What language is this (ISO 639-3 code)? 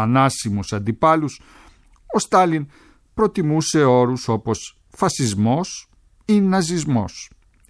ell